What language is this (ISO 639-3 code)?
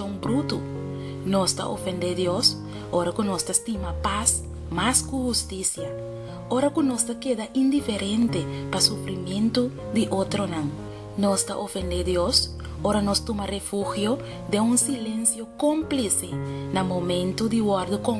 pap